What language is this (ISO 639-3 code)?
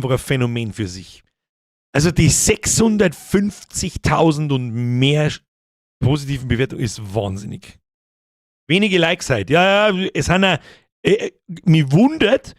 bar